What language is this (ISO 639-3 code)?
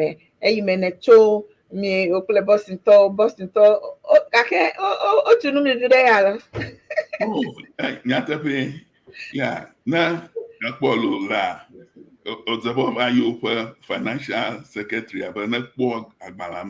ewe